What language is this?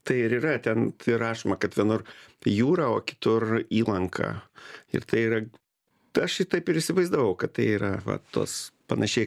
Lithuanian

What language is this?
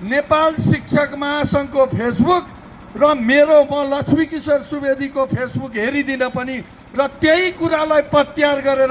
Nepali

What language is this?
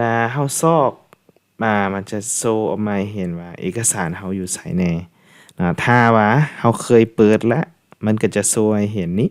Lao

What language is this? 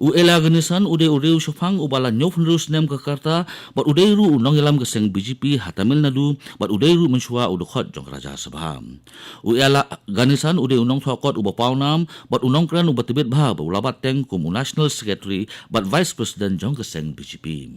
Khasi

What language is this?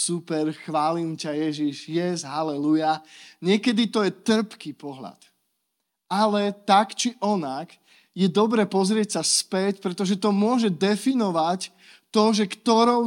Slovak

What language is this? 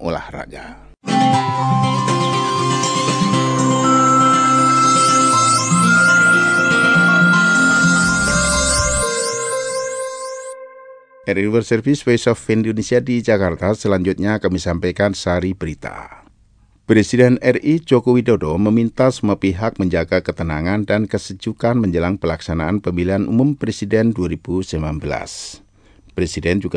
Indonesian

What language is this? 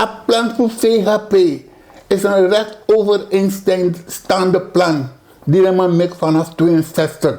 Sranan Tongo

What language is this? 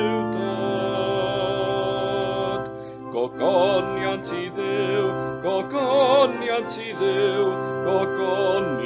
Welsh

